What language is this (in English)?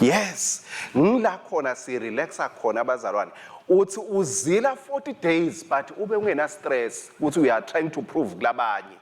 Swati